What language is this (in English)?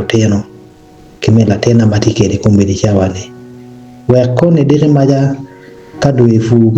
Acoli